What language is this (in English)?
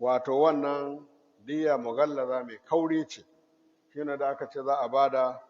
Hausa